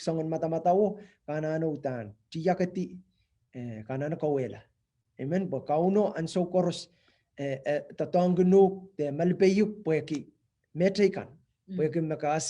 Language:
Pohnpeian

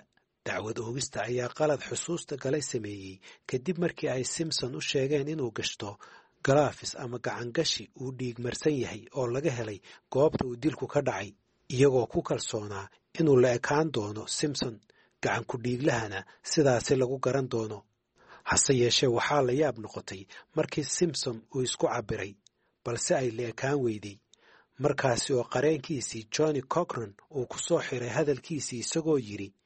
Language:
Somali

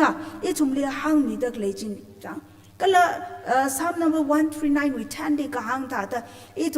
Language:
Tangkhul Naga (India)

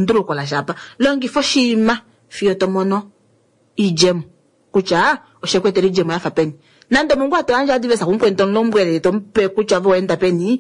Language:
Kuanyama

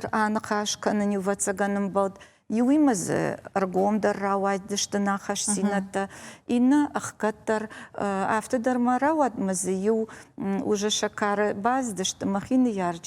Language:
Ossetic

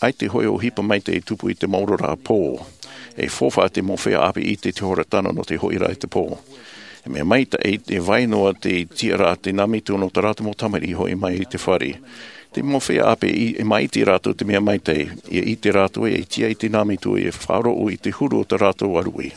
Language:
Tahitian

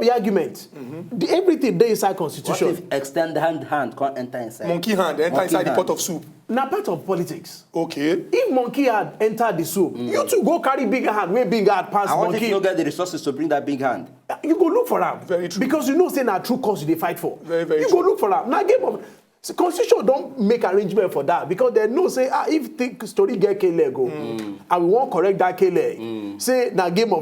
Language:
Nigerian Pidgin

